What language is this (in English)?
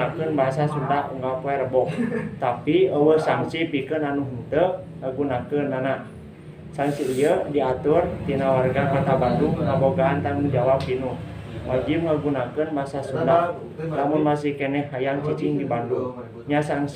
Sundanese